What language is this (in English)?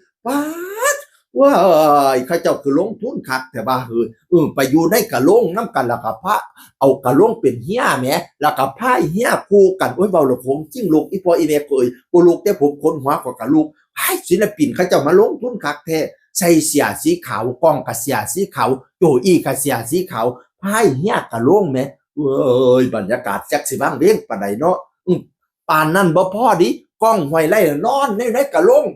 Northeastern Thai